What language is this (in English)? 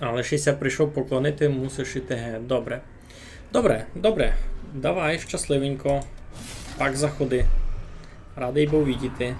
Rusyn